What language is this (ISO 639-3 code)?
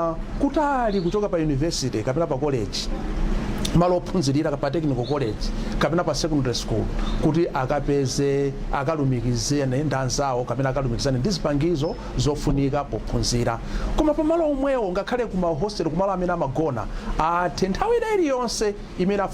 nya